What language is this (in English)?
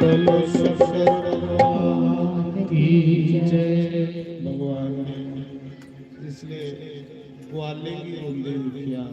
Dogri